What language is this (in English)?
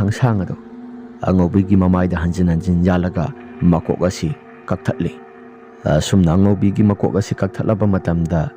Manipuri